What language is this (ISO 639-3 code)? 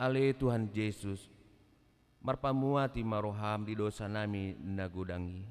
bbc